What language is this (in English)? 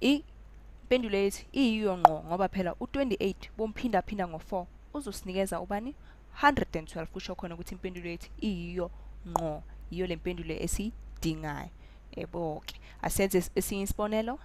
Zulu